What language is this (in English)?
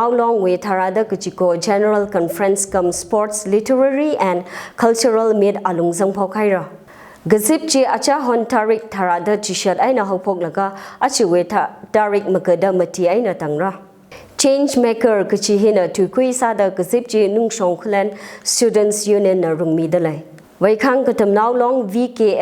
Tangkhul Naga (India)